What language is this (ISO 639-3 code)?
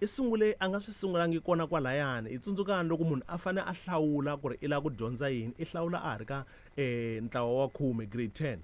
tso